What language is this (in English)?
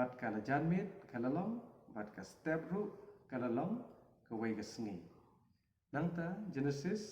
Khasi